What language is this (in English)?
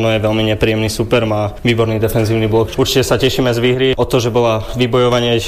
Slovak